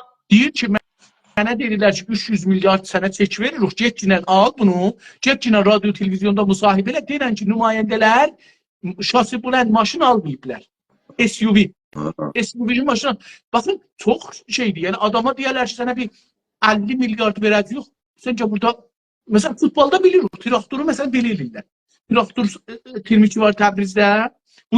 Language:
South Azerbaijani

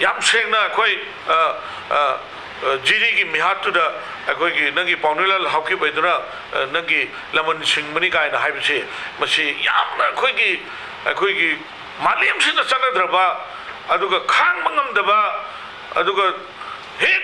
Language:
Manipuri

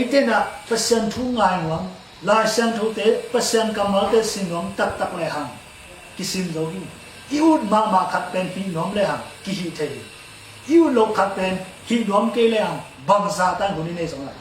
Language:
Tedim Chin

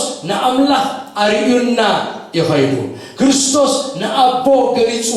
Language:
Tigrinya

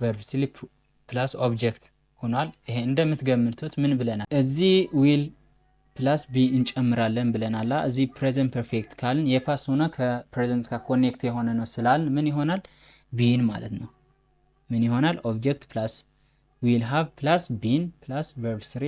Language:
Amharic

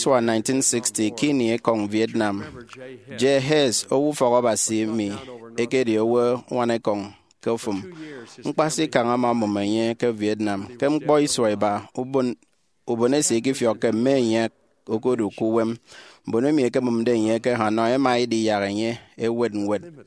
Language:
Efik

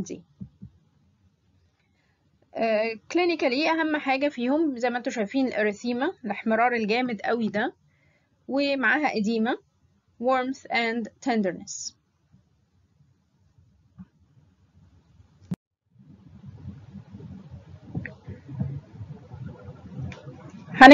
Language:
Egyptian Arabic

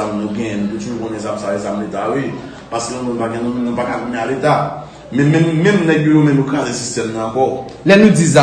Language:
Haitian Creole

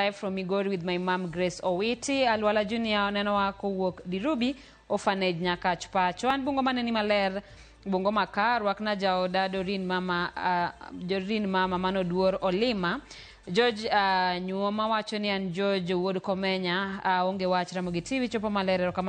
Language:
Luo (Kenya and Tanzania)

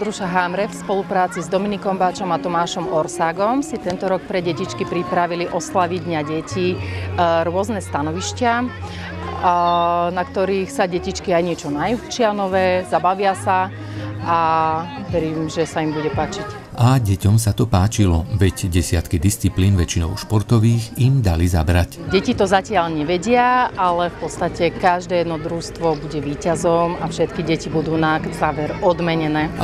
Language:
Slovak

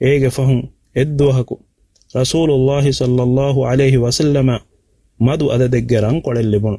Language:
Divehi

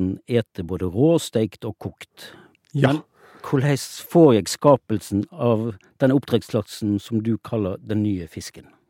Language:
Norwegian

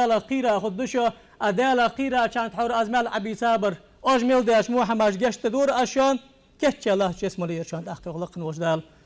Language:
Ingush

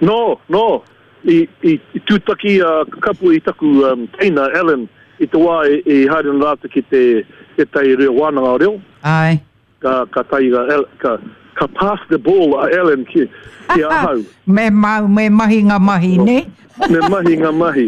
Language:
Māori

